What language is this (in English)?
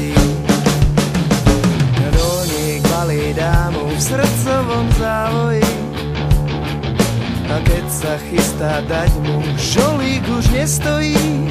Slovak